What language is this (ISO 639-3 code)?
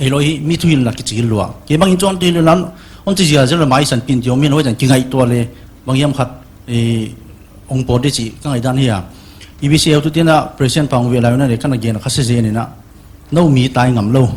pck